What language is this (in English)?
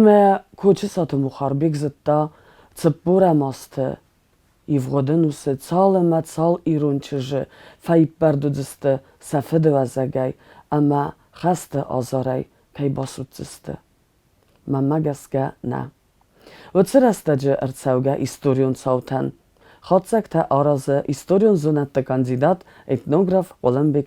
Ossetic